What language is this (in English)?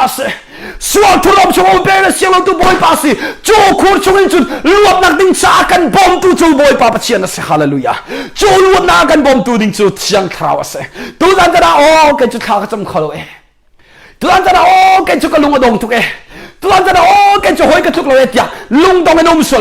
Hakha Chin